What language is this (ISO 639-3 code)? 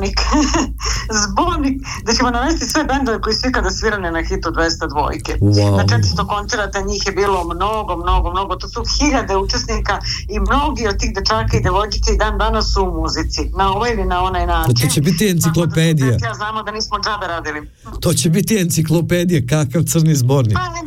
srp